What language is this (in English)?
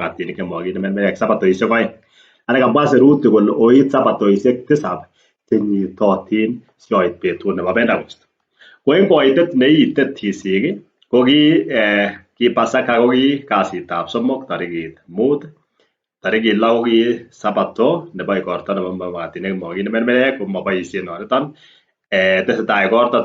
Kalenjin